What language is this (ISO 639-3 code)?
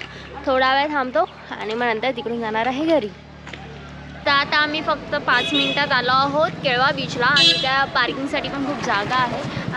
mar